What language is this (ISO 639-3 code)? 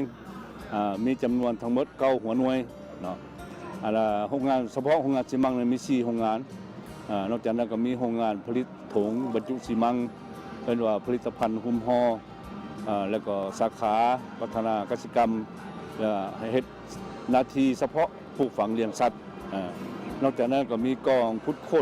lao